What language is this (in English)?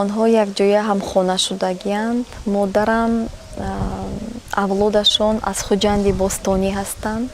Tajik